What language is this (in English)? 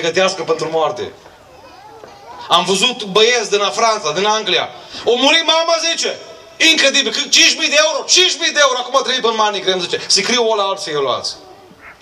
Romanian